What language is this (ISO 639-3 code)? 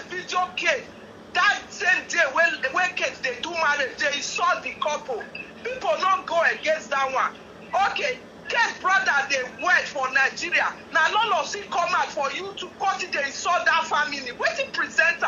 pcm